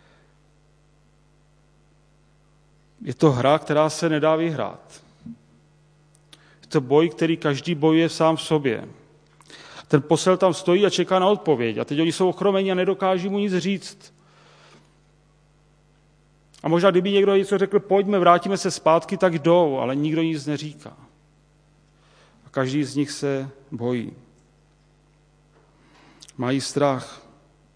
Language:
Czech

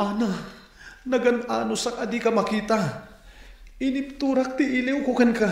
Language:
Iloko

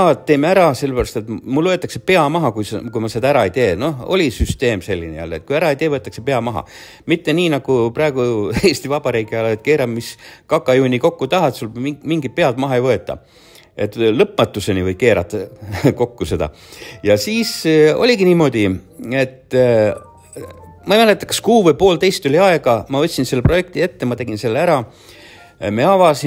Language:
Estonian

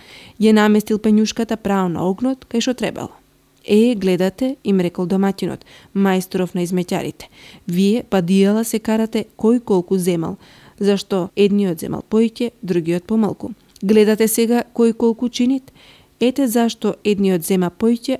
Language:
Macedonian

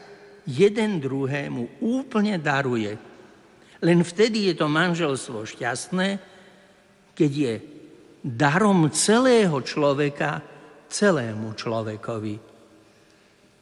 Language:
Slovak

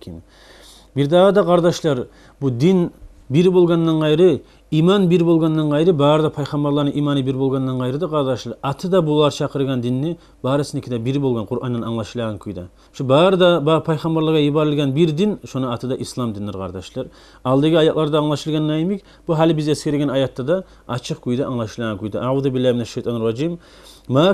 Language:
Kumyk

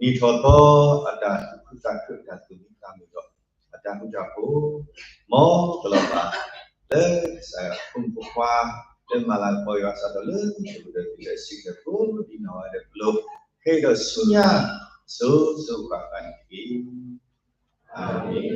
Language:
S'gaw Karen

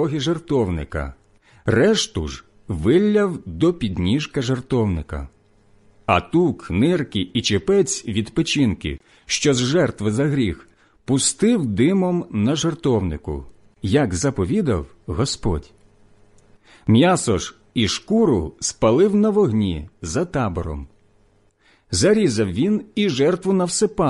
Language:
Ukrainian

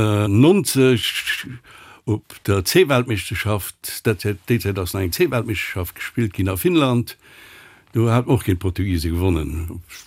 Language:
Luxembourgish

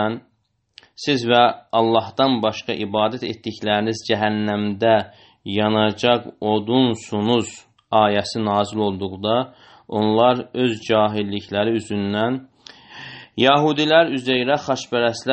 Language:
Azerbaijani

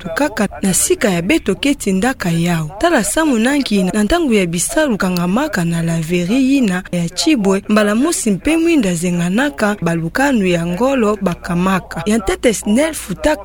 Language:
Kituba (Democratic Republic of Congo)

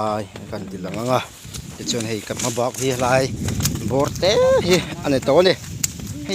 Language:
Mizo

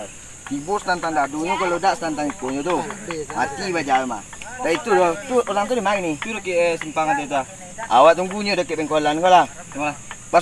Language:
Minangkabau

